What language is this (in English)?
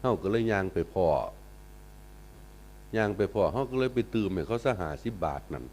Northeastern Thai